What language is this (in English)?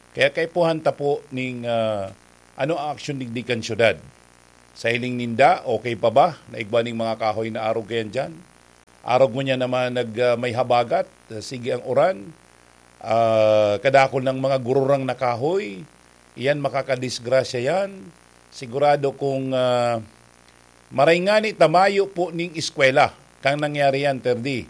Bikol